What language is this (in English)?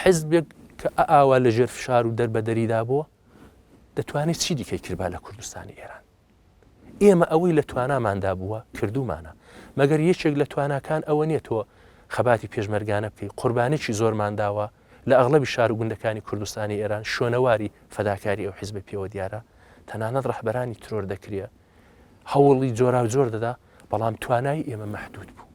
Central Kurdish